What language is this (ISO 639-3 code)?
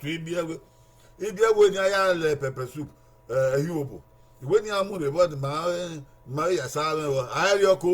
bin